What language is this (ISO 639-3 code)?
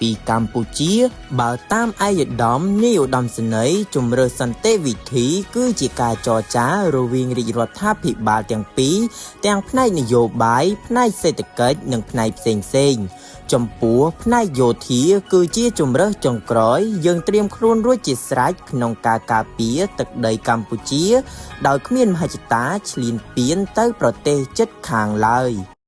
khm